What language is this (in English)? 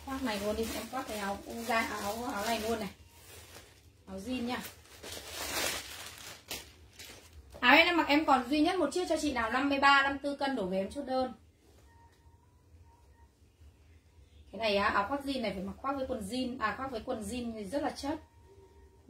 Vietnamese